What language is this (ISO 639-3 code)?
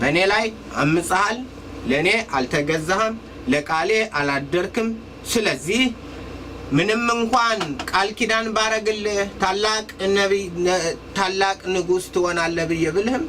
amh